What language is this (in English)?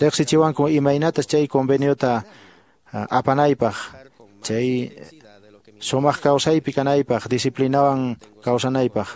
Quechua